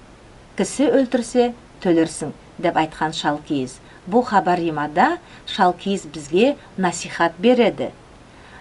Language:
Nogai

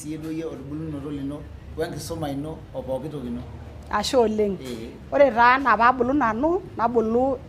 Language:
Masai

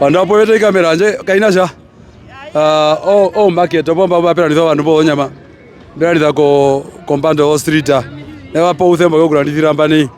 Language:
Herero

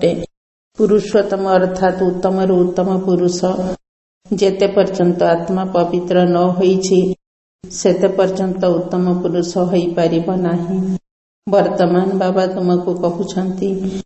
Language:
Odia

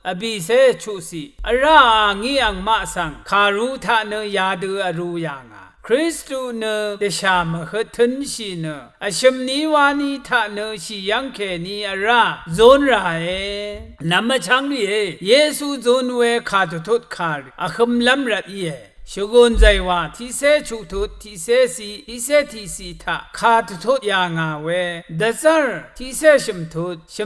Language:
Rawang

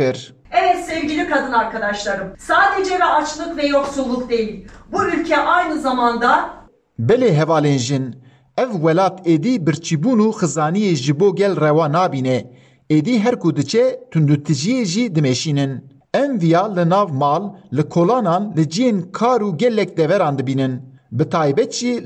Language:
Kurdish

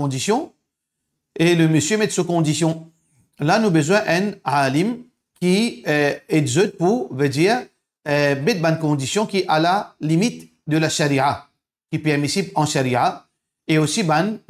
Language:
Morisyen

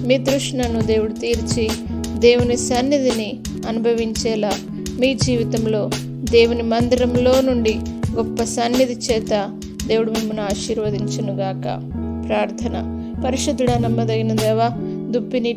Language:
Telugu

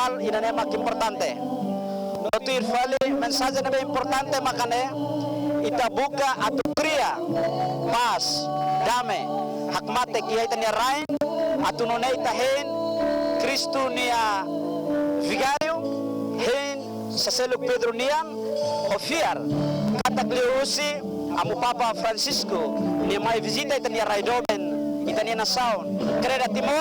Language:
Tetum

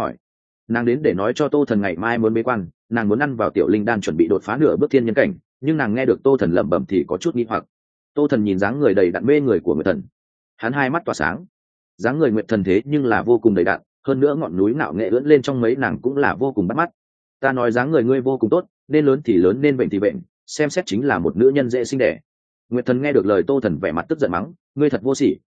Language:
Vietnamese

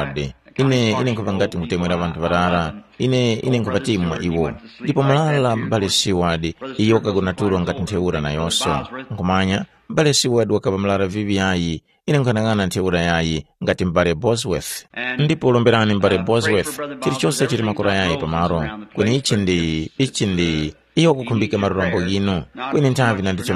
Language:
Tumbuka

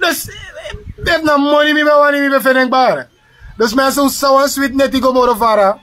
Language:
Sranan Tongo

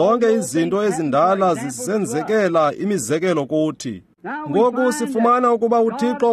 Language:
Xhosa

